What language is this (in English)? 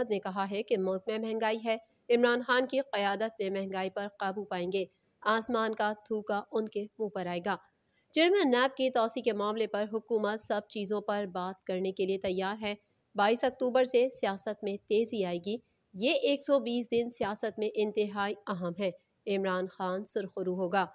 Urdu